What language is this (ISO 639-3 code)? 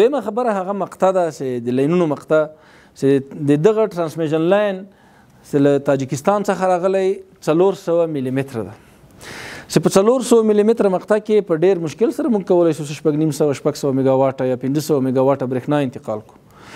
pus